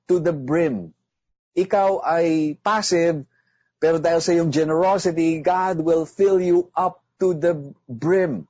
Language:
Filipino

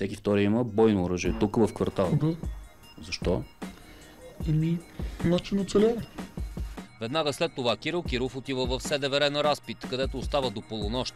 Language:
Bulgarian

